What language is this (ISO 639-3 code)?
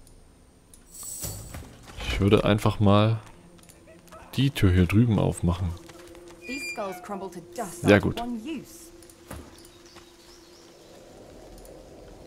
deu